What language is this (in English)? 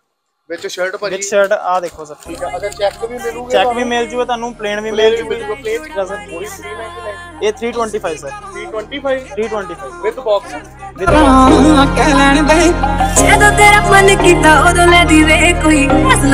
Punjabi